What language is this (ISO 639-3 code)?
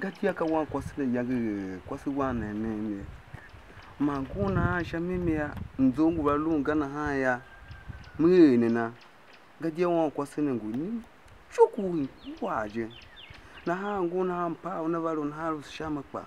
tiv